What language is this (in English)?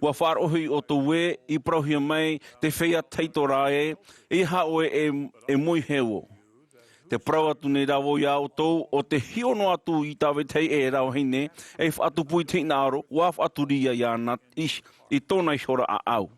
Tahitian